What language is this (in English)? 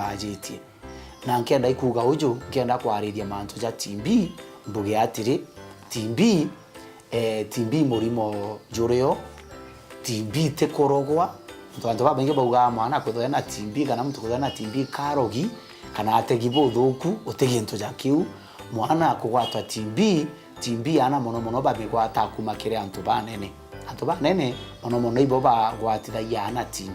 Meru